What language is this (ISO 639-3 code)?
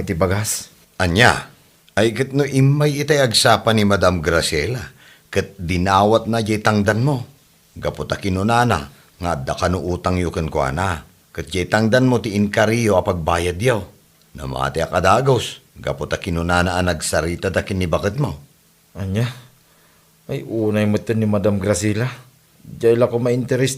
ilo